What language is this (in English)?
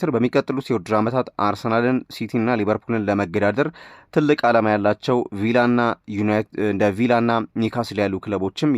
Amharic